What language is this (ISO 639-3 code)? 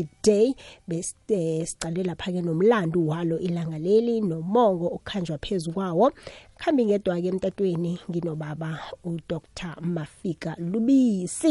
nbl